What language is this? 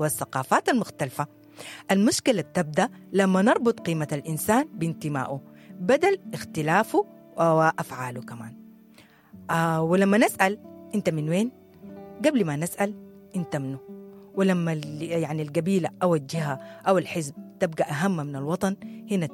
Sudanese Arabic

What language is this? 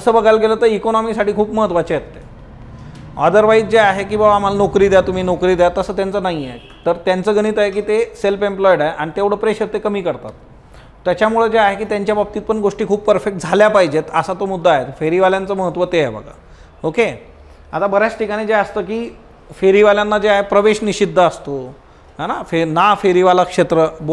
Marathi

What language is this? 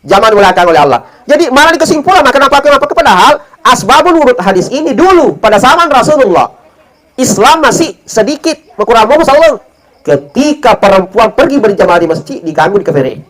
Buginese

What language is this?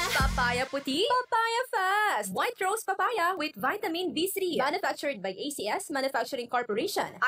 Bikol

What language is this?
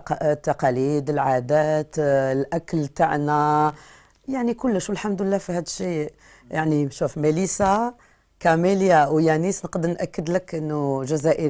Algerian Arabic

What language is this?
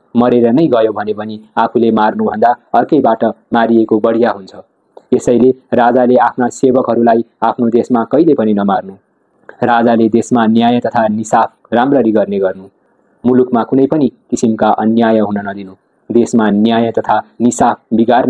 Nepali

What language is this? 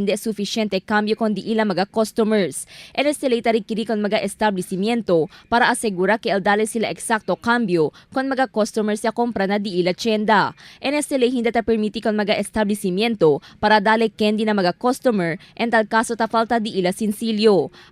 Chavacano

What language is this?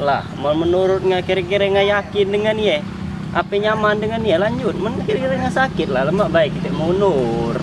Musi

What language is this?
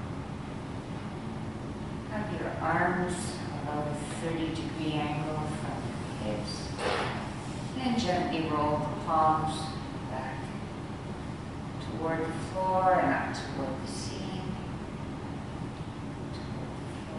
English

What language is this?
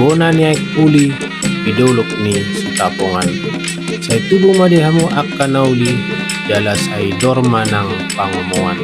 Batak Toba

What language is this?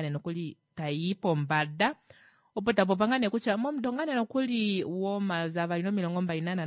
Kuanyama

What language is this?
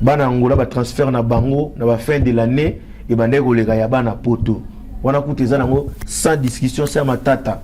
Lingala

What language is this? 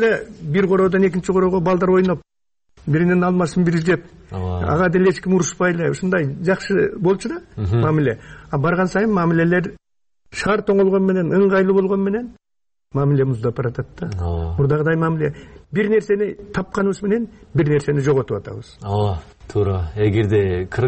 Kyrgyz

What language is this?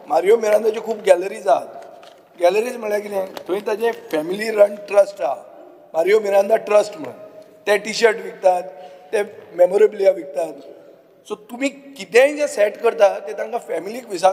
Konkani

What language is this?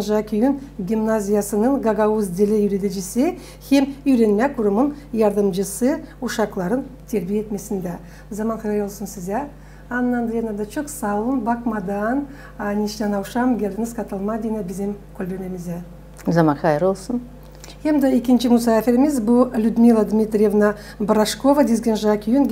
Gagauz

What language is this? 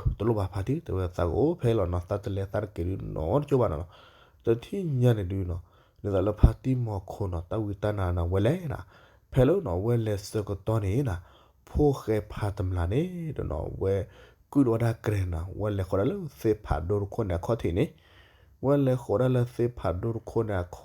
S'gaw Karen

